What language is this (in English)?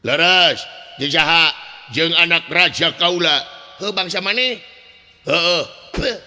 Sundanese